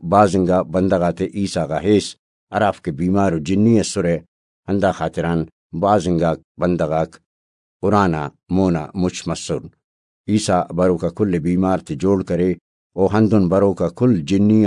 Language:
Brahui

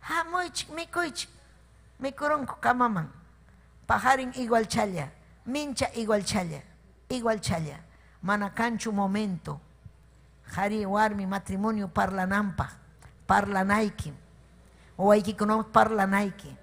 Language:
Ayacucho Quechua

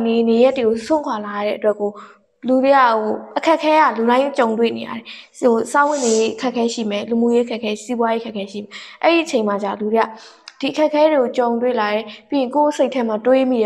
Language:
Burmese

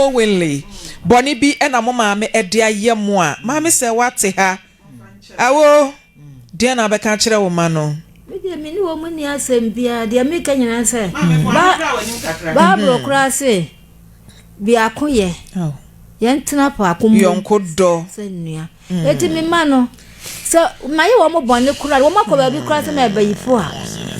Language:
Akan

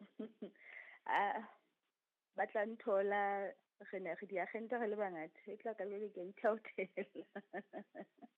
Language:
Southern Sotho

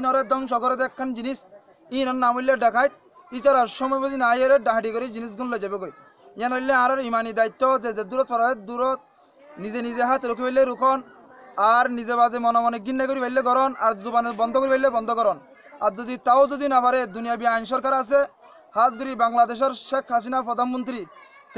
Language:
Rohingya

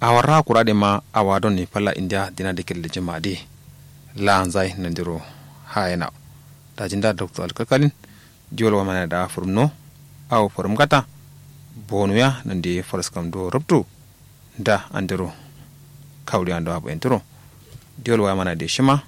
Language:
Kanuri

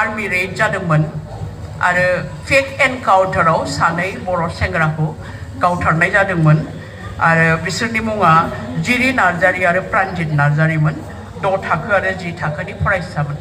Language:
Bodo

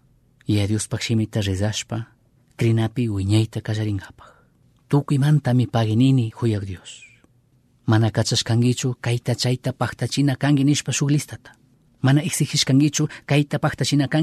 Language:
Chimborazo Highland Quichua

